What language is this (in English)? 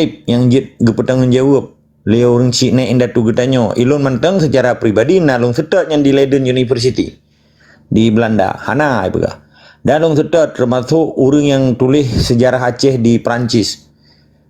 Achinese